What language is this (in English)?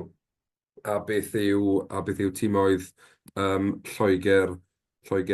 Welsh